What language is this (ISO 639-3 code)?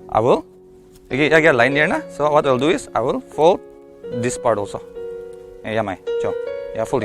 njo